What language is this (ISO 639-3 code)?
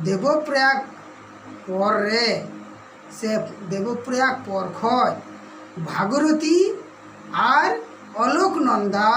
sat